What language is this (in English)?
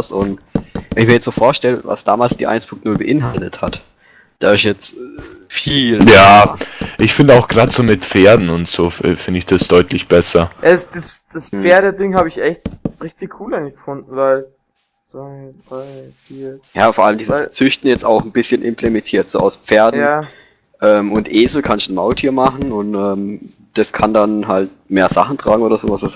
Bavarian